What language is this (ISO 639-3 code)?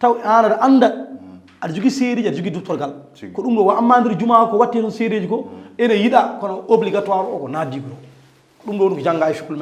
ful